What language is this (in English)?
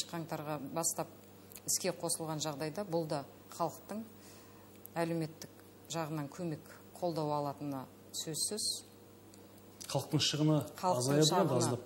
Kazakh